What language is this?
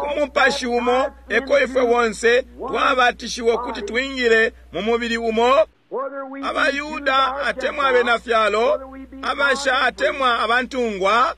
Bemba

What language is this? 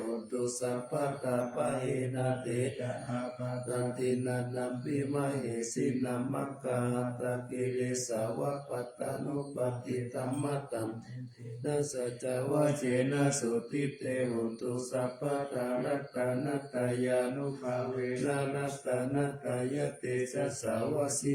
Pali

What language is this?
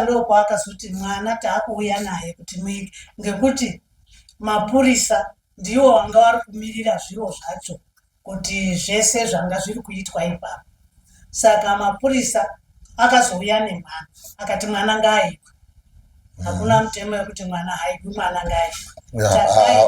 Shona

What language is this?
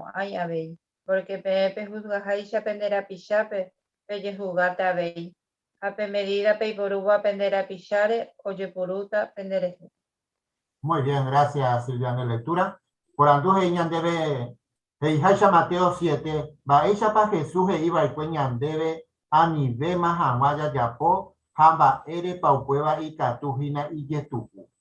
Guarani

